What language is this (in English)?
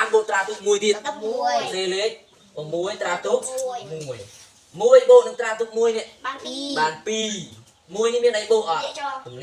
Khmer